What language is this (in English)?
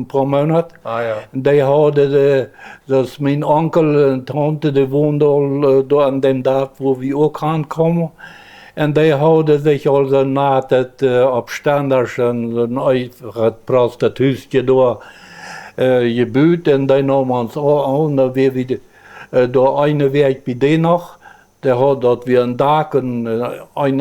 Plautdietsch